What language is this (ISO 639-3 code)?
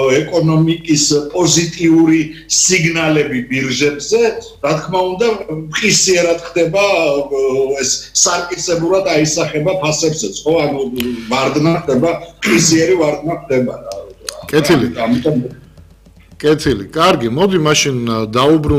kat